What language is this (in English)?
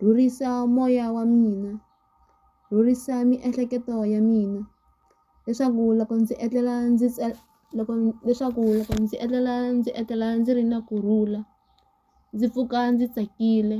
Tsonga